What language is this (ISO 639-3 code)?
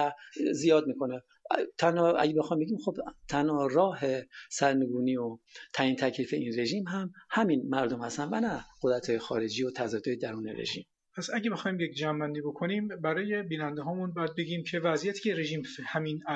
fas